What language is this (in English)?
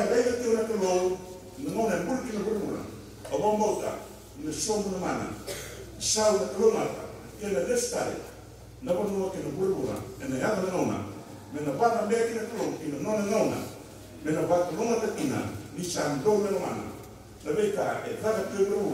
Fijian